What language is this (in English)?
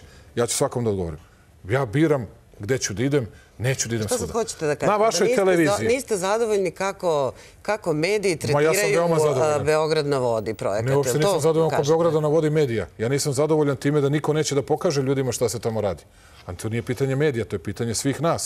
Serbian